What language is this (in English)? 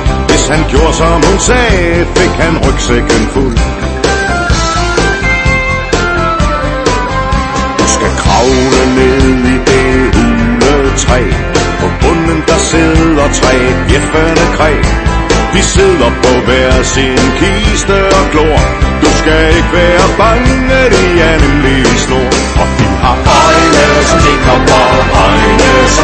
Danish